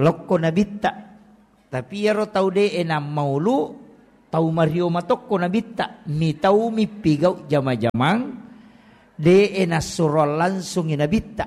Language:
Buginese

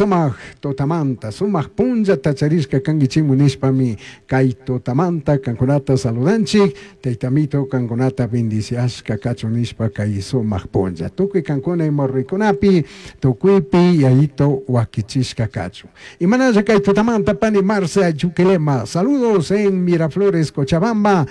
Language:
Chimborazo Highland Quichua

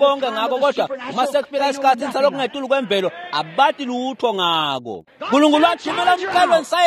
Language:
Swati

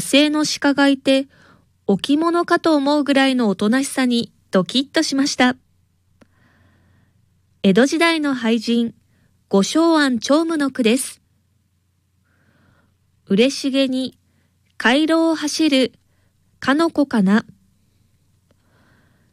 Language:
Japanese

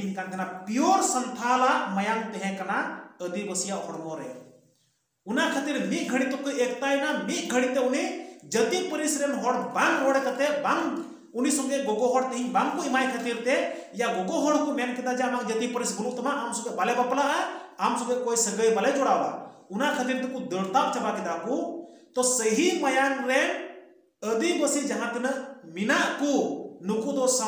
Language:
Santali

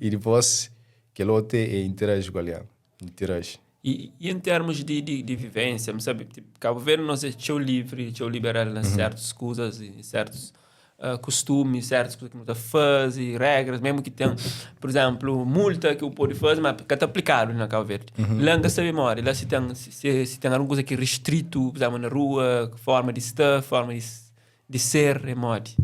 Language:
Kabuverdianu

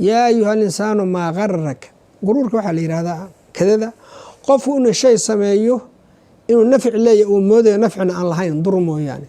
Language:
Somali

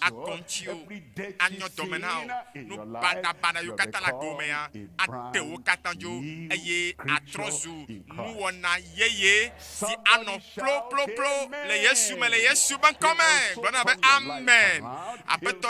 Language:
Ewe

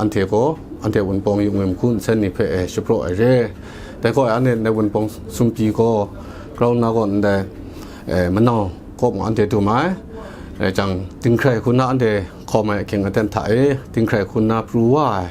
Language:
Kachin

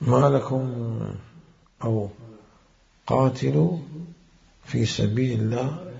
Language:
Mesopotamian Arabic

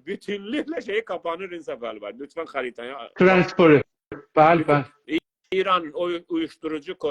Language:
South Azerbaijani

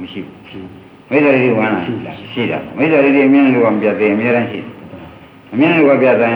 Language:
Burmese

